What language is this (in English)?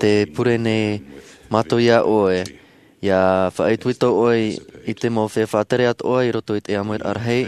Tahitian